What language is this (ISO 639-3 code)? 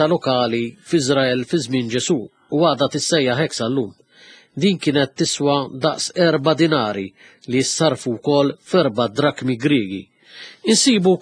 mlt